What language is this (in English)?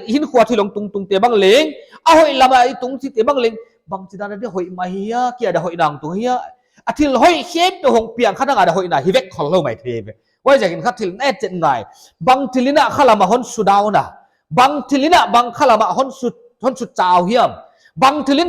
Paite Chin